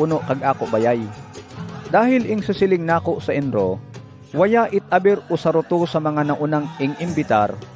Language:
Bantoanon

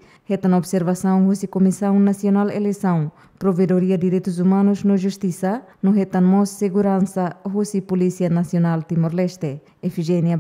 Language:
Tetum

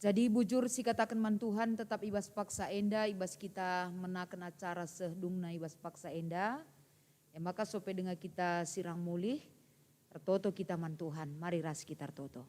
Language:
Batak Karo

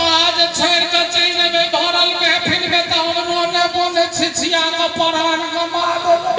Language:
Maithili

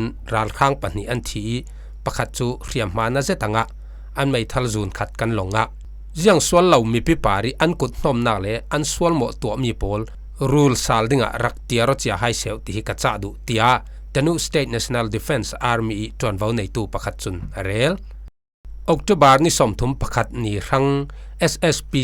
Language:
Falam Chin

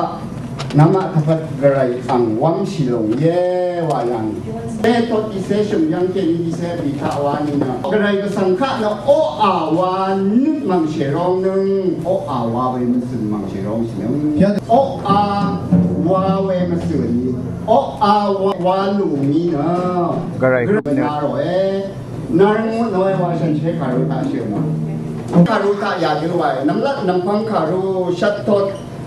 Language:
Rawang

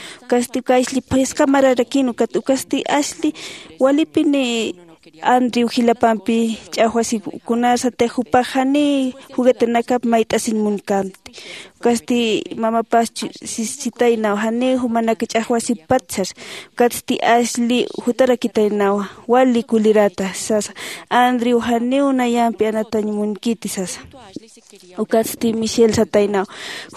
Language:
Aymara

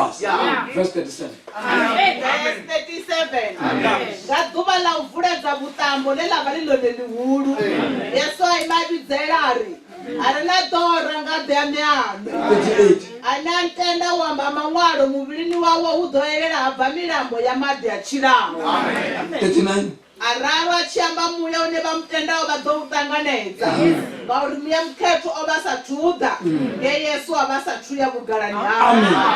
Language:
Venda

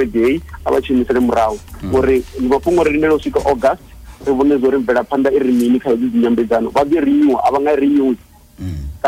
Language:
Venda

